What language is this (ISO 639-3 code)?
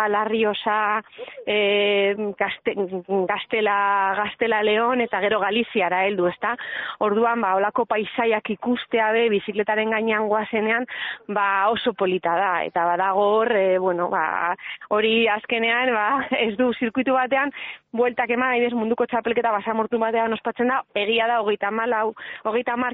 eus